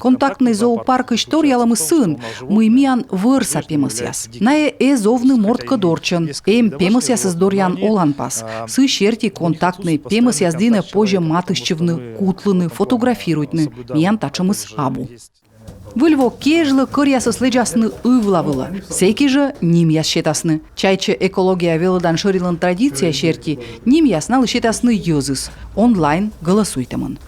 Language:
Komi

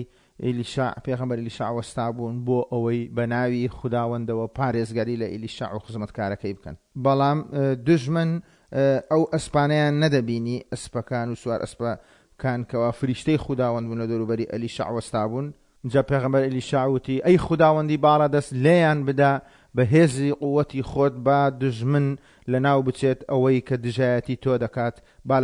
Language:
Central Kurdish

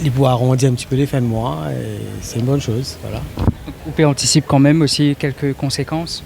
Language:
Morisyen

